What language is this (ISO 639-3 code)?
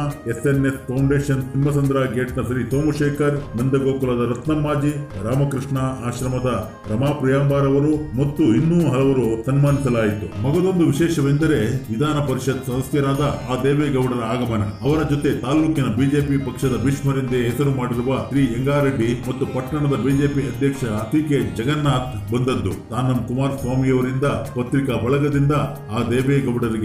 kan